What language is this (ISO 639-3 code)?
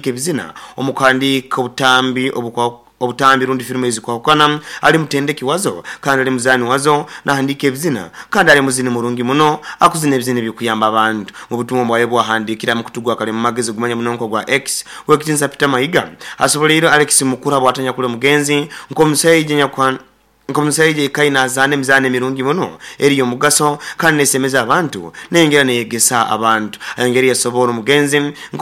nyo